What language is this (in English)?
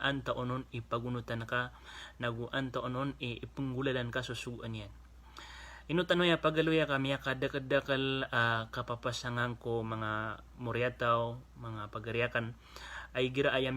Maranao